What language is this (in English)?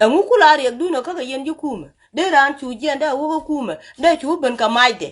Nuer